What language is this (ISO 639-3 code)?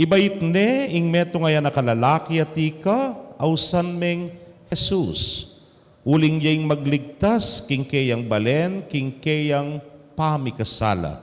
pam